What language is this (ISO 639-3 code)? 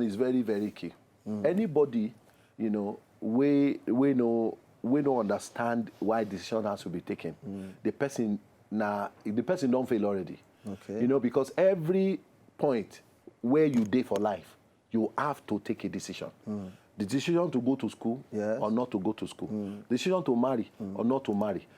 pcm